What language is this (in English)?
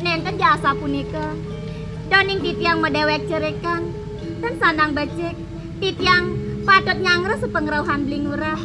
Balinese